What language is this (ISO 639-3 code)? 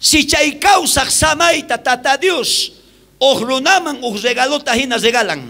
quh